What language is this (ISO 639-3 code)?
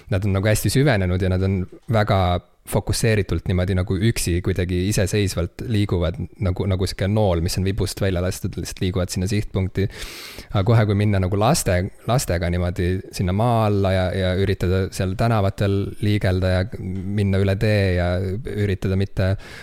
est